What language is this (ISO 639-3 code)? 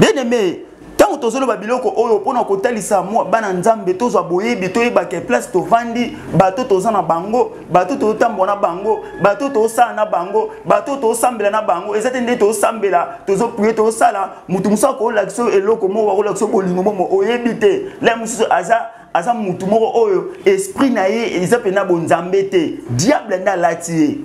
lin